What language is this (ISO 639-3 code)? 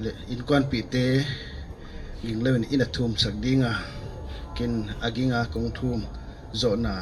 pck